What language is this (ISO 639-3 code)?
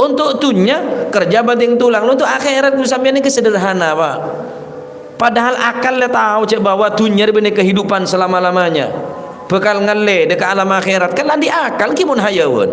mad